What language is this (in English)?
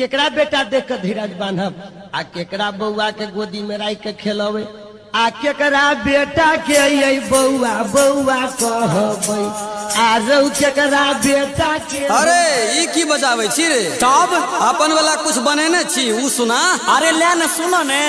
Maithili